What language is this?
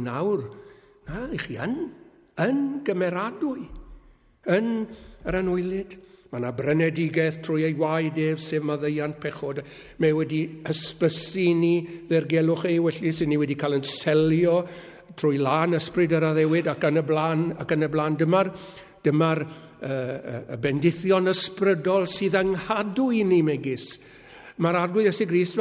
Welsh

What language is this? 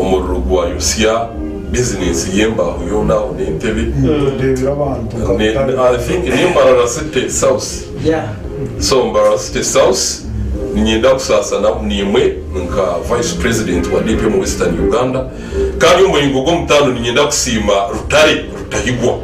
Nyankole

